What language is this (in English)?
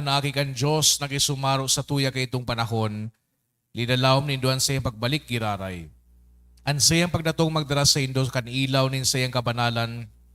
Bikol